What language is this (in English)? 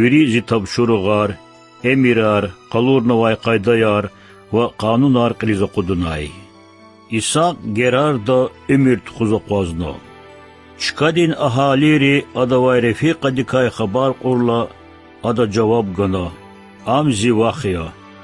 Lezghian